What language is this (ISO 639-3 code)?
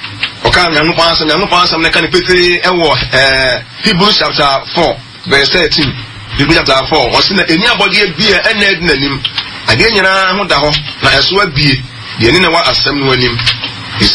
aka